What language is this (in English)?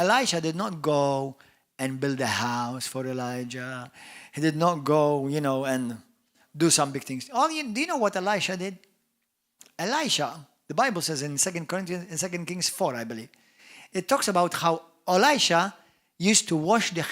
English